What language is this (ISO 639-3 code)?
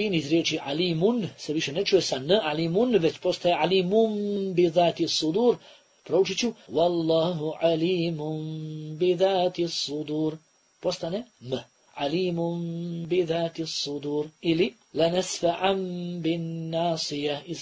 bos